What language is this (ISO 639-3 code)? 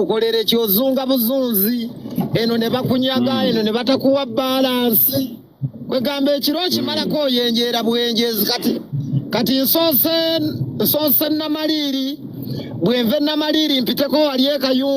lug